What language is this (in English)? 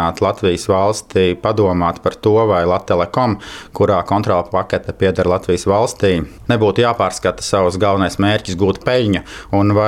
Latvian